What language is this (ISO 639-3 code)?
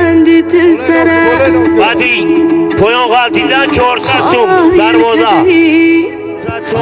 tgk